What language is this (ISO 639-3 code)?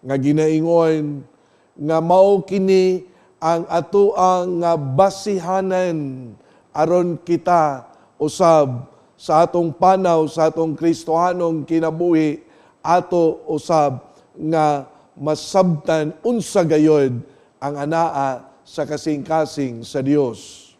ceb